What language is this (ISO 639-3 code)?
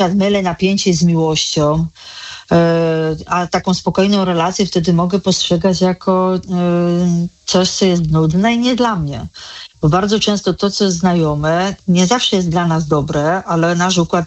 pol